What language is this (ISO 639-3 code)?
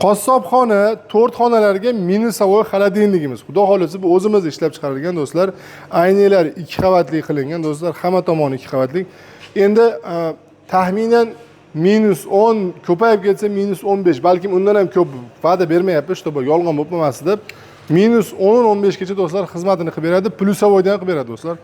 uzb